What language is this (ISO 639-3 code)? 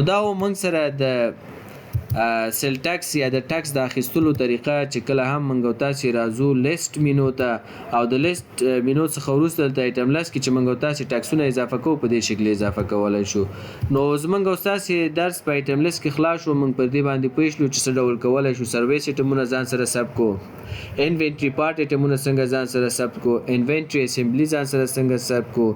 pus